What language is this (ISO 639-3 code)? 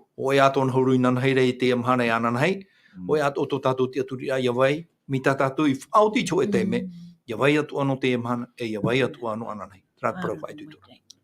tah